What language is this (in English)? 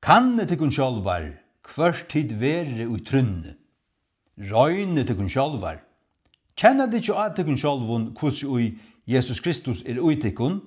Faroese